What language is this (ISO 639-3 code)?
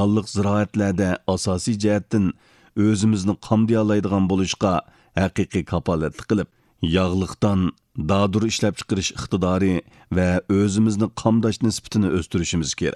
uig